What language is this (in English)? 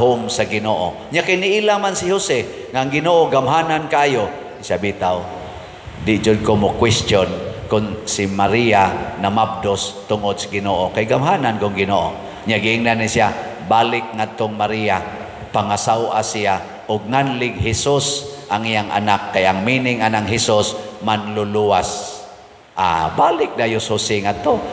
Cebuano